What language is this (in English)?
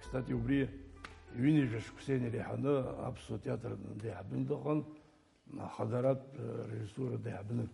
Abkhazian